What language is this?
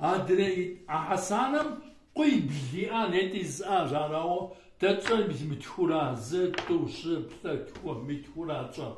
Kabardian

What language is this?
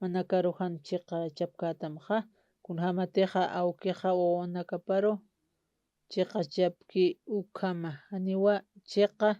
Aymara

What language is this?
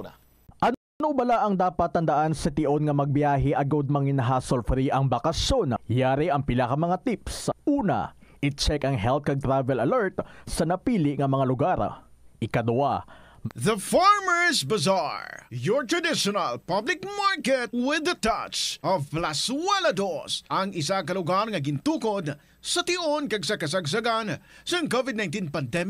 Hiligaynon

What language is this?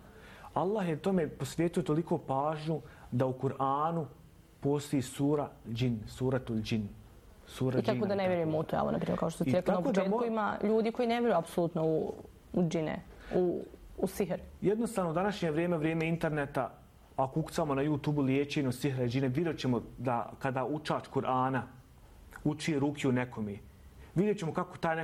Bosnian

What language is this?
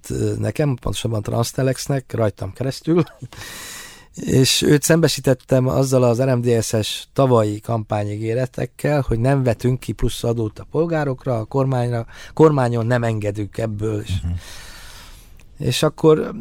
Hungarian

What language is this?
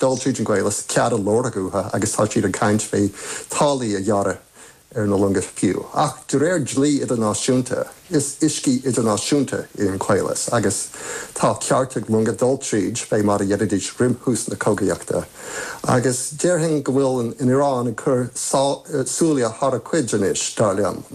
Irish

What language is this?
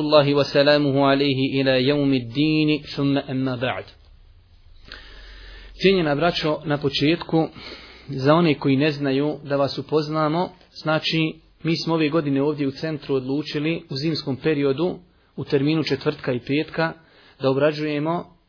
Bosnian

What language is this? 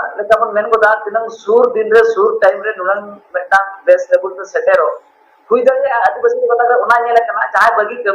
Santali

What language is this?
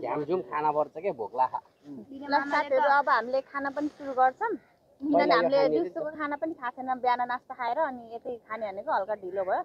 Nepali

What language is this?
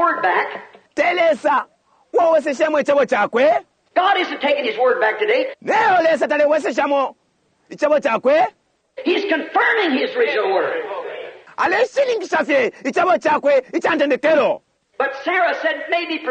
Bemba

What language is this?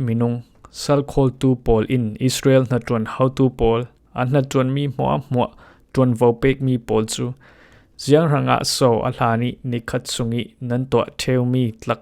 Falam Chin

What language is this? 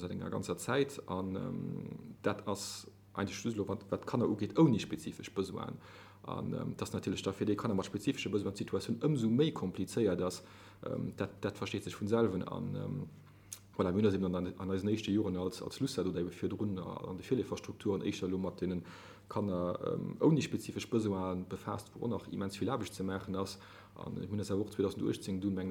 Luxembourgish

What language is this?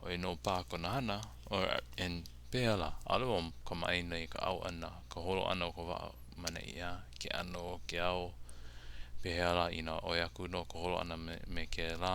Hawaiian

